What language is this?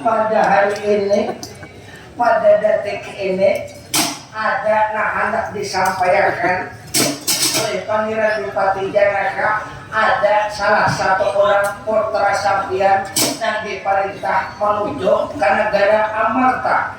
Banjar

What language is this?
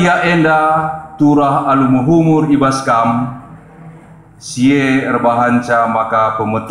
Batak Karo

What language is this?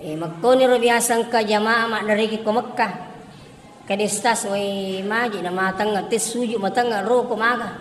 Buginese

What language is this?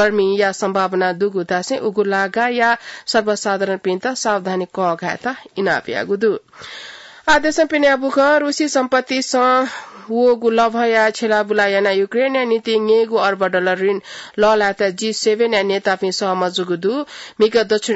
Newari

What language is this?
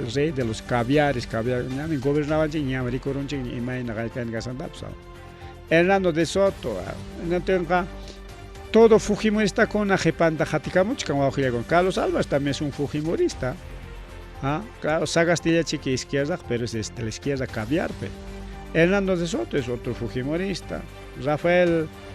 Ayacucho Quechua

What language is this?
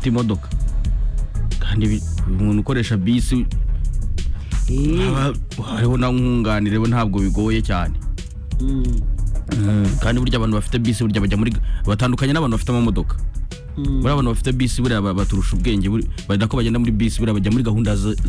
Kinyarwanda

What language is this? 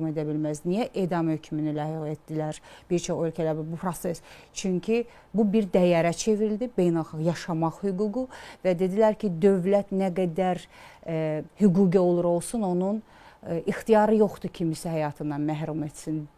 Azerbaijani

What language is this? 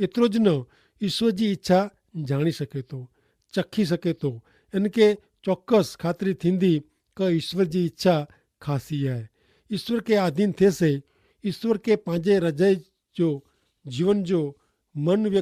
Kachhi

